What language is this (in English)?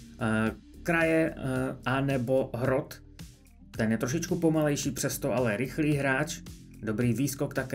Czech